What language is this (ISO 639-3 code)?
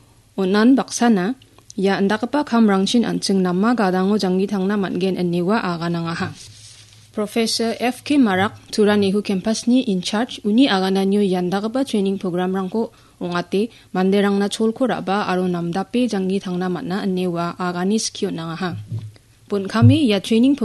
grt